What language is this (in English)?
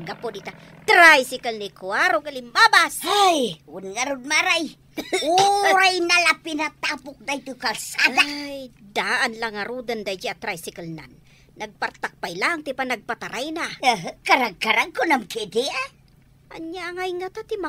Iloko